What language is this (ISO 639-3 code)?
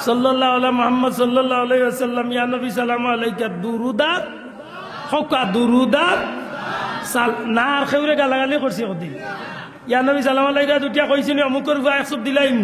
syl